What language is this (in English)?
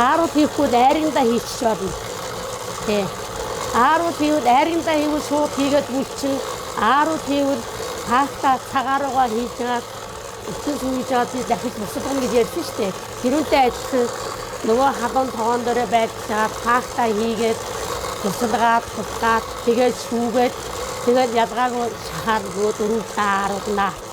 Mongolian